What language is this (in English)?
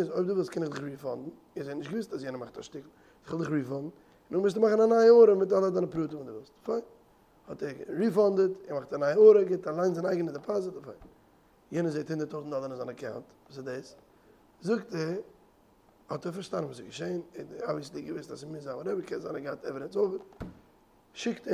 Yiddish